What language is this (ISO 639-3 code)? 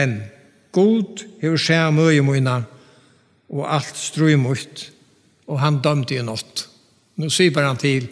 fao